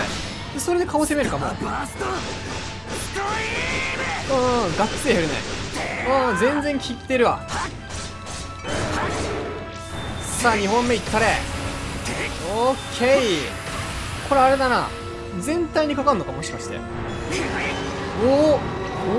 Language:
Japanese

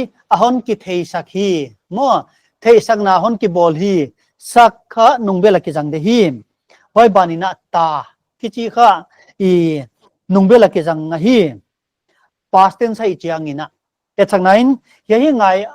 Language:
Paite Chin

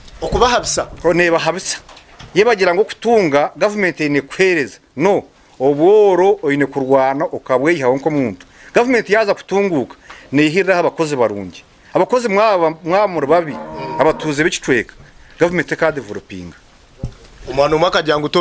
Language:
Nyankole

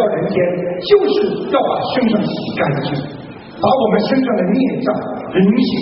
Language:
Chinese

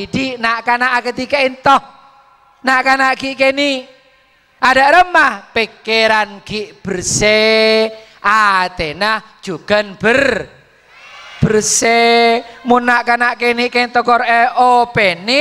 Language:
Madurese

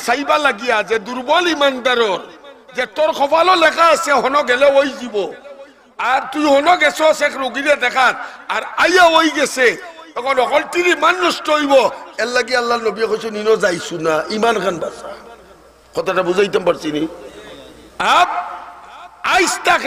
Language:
Sylheti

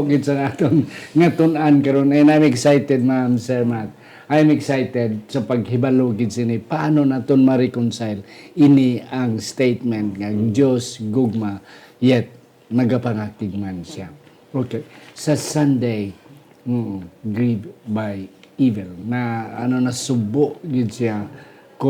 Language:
Hiligaynon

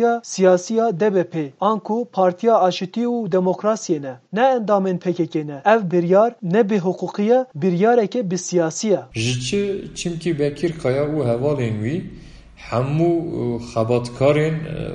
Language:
Kurdish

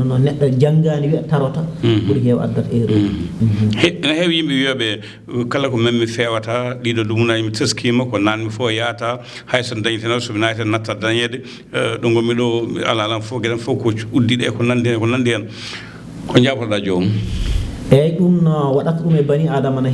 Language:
Fula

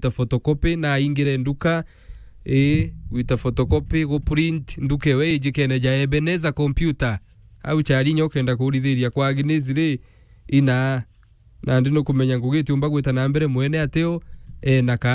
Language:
Meru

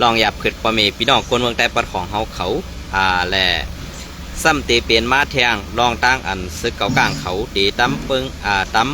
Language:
Shan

